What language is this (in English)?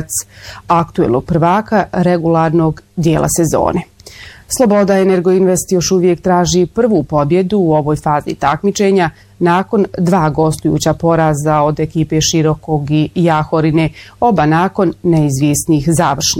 Bosnian